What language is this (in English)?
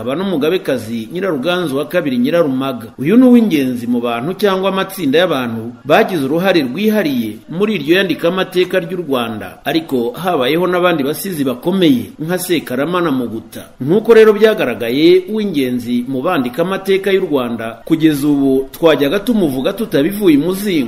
Kinyarwanda